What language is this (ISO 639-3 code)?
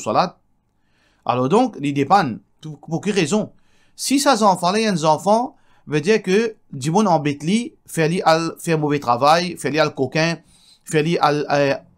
mfe